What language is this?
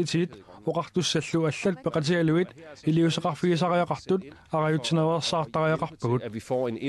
Kalaallisut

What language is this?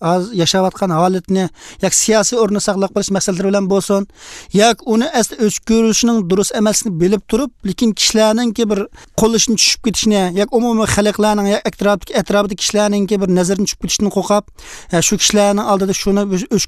Uyghur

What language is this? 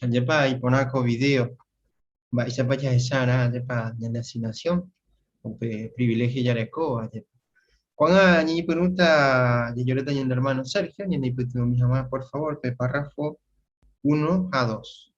Guarani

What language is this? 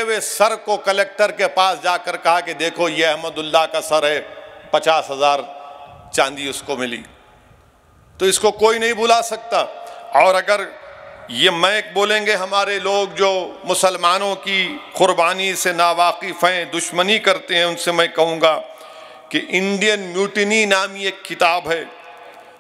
Urdu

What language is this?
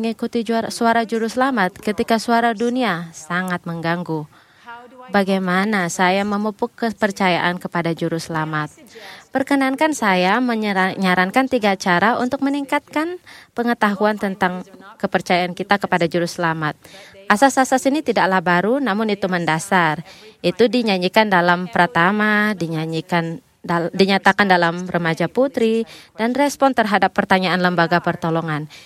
Indonesian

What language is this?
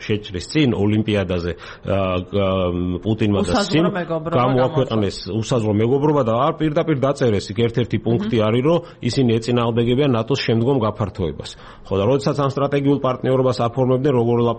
Georgian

